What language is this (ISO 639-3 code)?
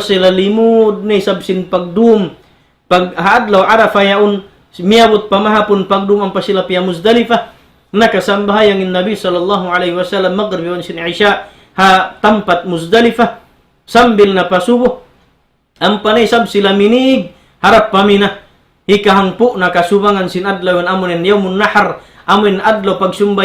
tsg